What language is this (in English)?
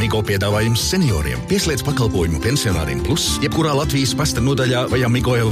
Latvian